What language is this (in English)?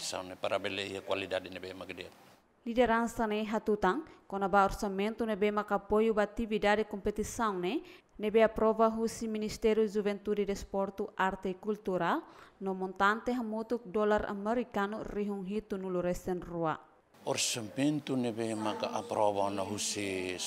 Tetum